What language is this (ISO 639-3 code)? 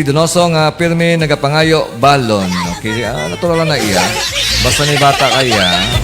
hil